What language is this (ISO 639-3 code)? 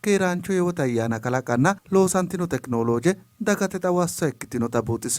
sid